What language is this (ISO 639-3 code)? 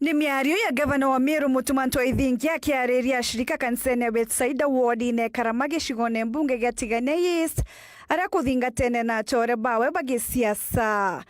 mer